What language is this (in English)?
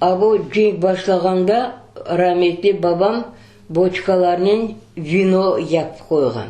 Crimean Tatar